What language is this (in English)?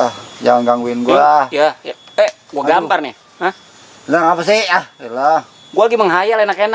Betawi